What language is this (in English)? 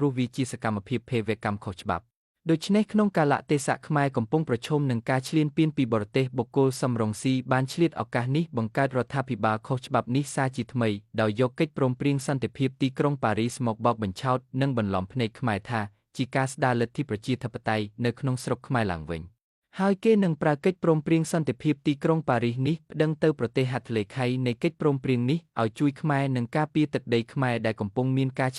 Khmer